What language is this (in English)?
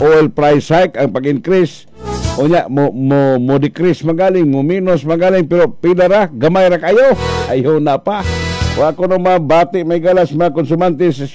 Cebuano